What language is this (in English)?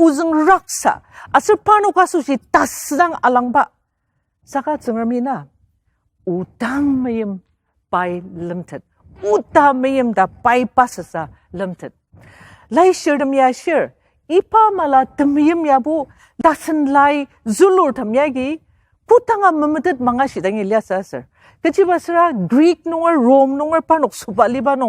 Ao Naga